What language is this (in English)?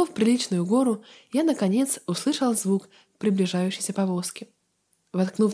Russian